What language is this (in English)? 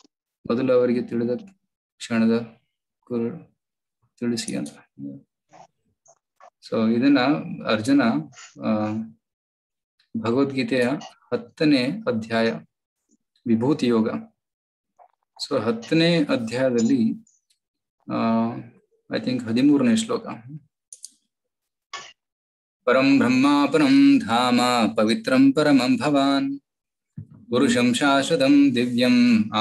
Kannada